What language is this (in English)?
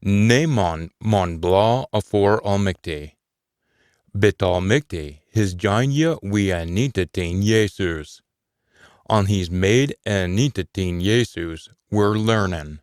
Scots